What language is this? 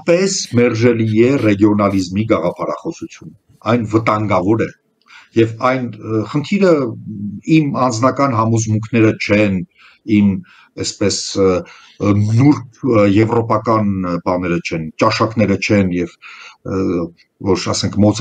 Armenian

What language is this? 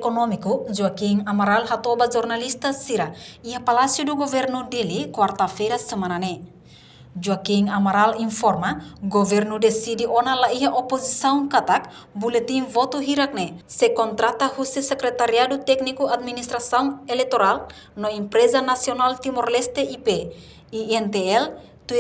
Tetum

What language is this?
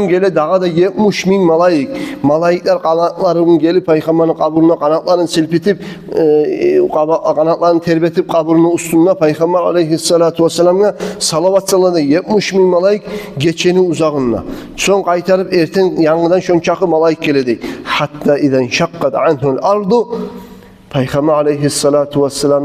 Kumyk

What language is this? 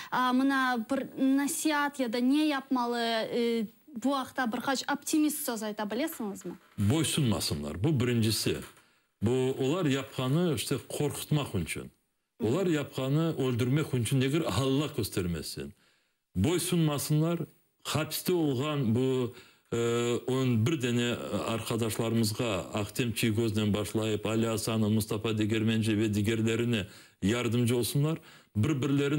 Crimean Tatar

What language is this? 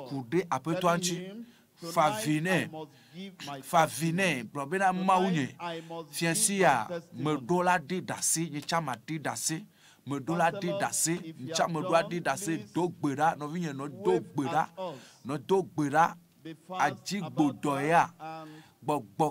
Ewe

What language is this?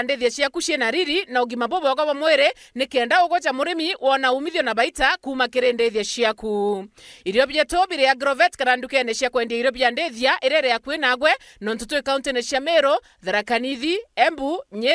Meru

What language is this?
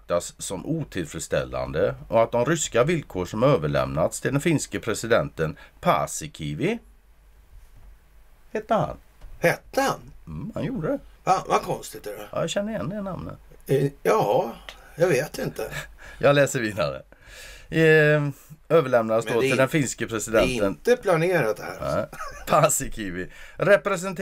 Swedish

